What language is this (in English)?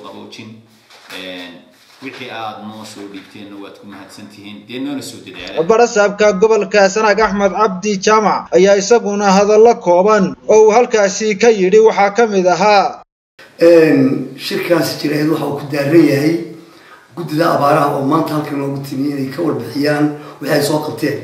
Somali